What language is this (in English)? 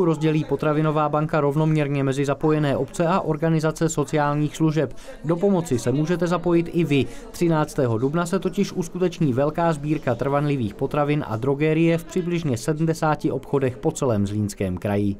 Czech